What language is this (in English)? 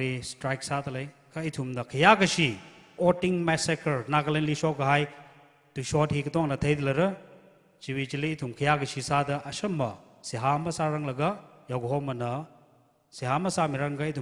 Tangkhul Naga (India)